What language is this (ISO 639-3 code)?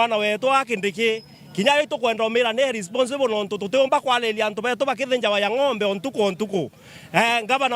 mer